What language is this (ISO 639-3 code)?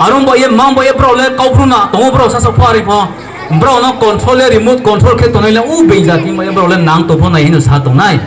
ria